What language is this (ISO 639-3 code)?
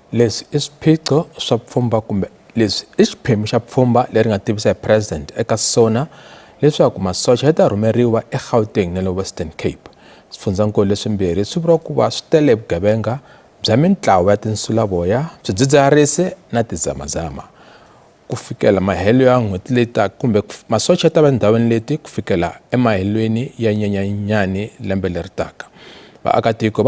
tso